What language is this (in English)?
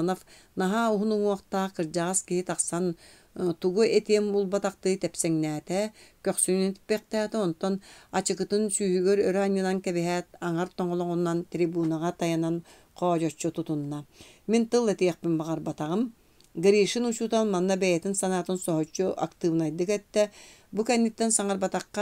Yakut